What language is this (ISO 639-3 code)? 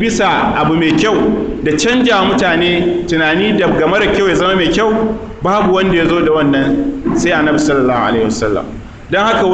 hau